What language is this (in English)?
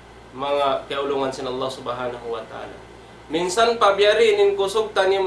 Tausug